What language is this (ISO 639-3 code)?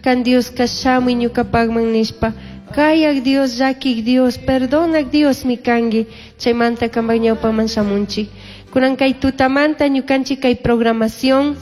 qug